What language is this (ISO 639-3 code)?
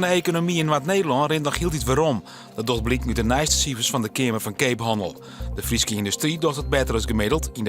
fry